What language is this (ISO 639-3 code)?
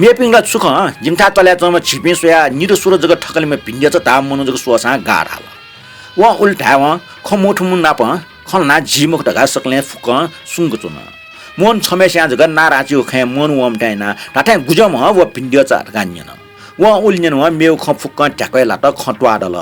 new